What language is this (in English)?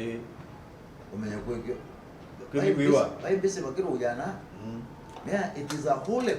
Meru